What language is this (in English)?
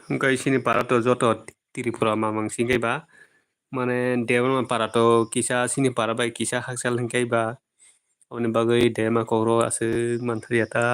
Kok Borok